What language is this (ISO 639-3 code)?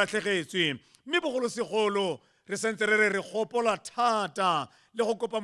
tsn